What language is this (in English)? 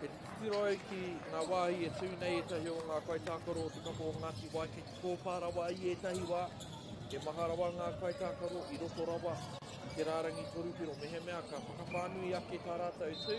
Māori